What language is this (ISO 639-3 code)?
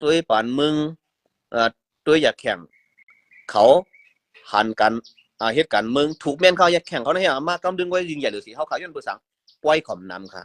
shn